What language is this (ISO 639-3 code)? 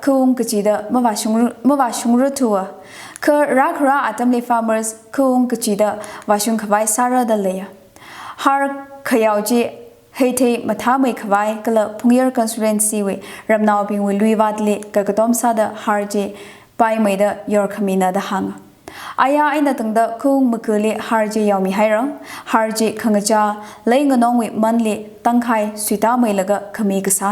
nmf